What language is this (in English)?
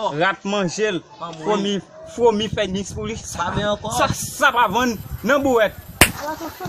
Haitian Creole